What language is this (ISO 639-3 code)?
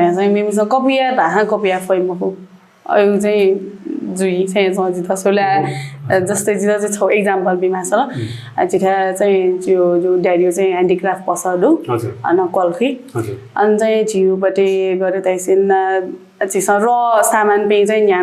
new